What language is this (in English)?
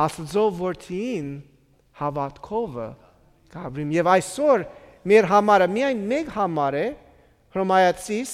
Armenian